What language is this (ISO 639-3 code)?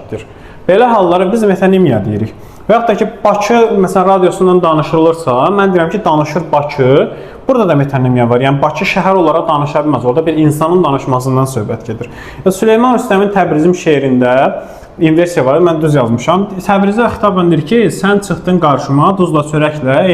aze